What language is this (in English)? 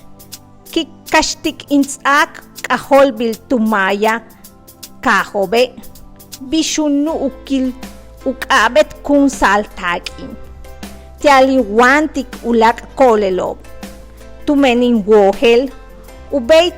Yucateco